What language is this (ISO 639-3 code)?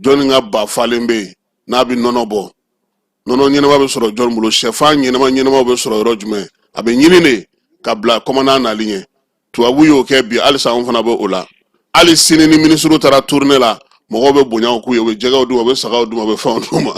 bam